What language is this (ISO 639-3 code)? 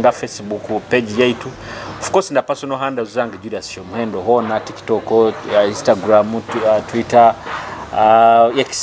nyo